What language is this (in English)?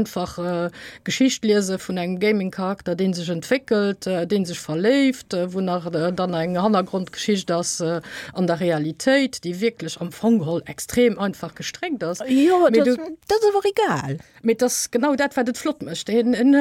Luxembourgish